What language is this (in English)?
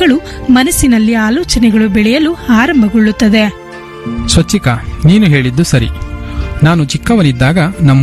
Kannada